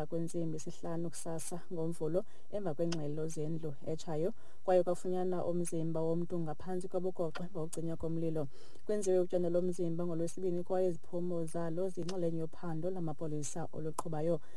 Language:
Xhosa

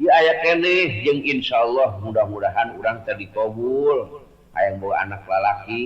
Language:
Sundanese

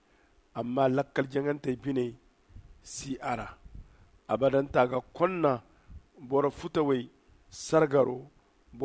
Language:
Zarma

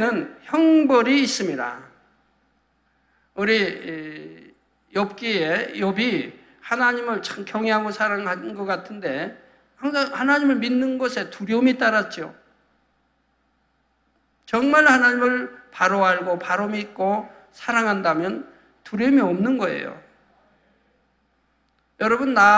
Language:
Korean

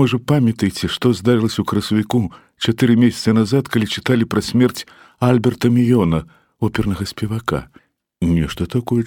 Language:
Belarusian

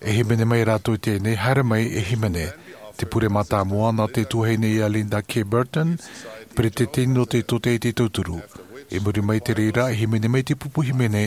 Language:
Tahitian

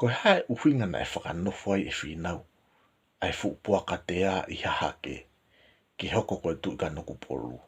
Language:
Tongan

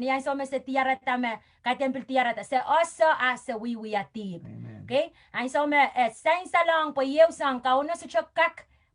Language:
Pohnpeian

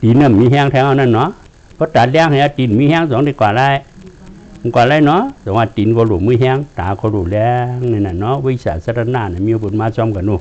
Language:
Shan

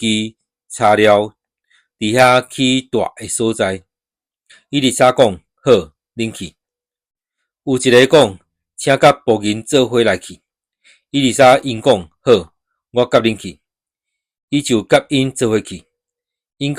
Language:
Min Nan Chinese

